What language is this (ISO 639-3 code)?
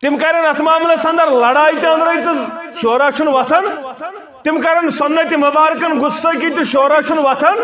kas